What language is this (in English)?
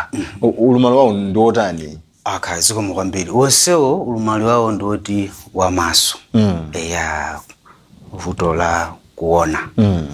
Nyanja